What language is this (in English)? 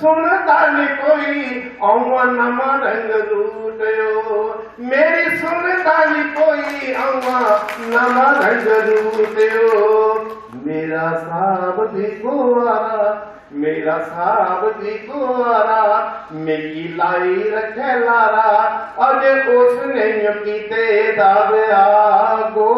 Dogri